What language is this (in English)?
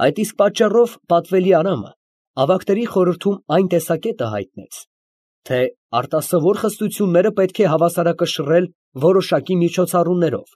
Armenian